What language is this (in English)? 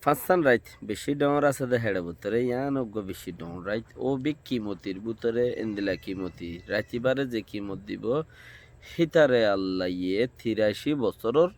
Rohingya